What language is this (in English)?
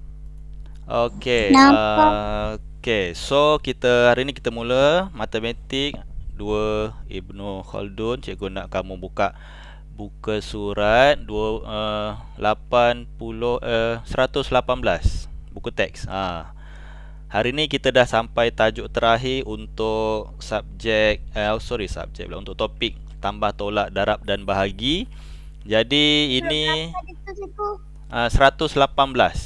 Malay